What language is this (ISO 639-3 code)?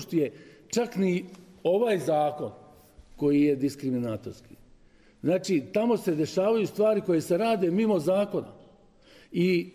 srp